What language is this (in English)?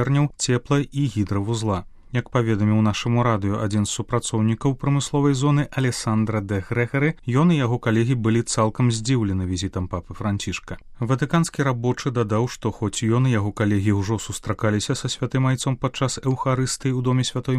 Belarusian